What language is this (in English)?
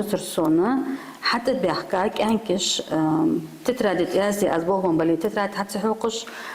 Ingush